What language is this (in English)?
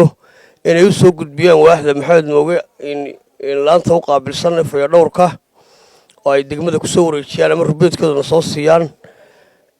Somali